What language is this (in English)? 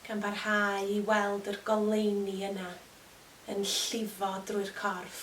Welsh